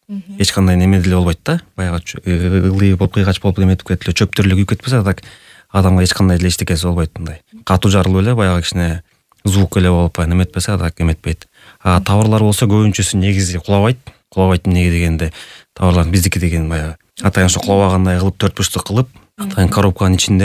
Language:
Kyrgyz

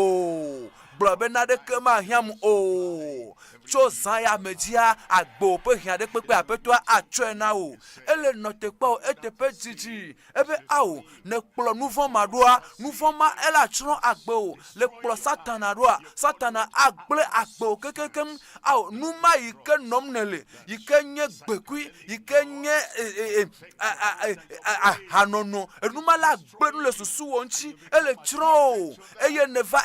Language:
Ewe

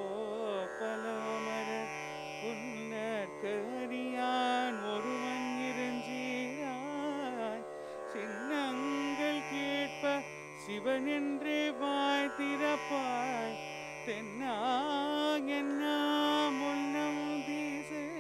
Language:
Tamil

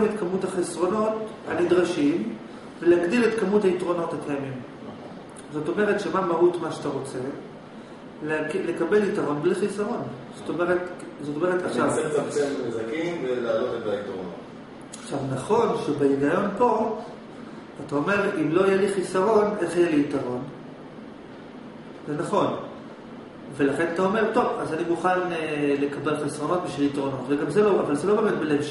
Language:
Hebrew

